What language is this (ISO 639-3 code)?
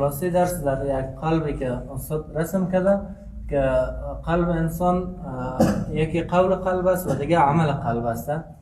fas